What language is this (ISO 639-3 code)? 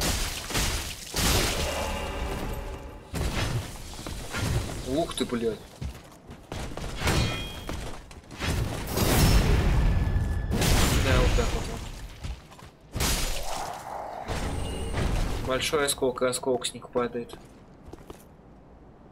rus